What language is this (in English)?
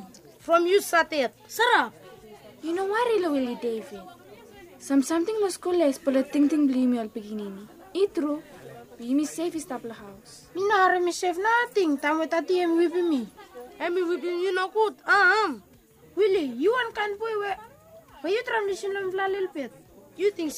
Bislama